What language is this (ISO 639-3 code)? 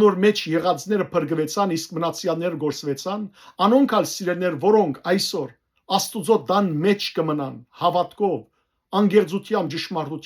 hyw